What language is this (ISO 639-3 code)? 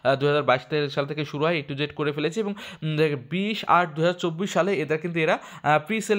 ben